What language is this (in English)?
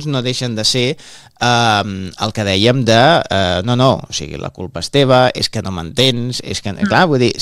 Catalan